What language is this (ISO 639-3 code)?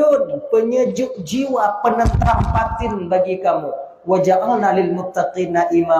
ace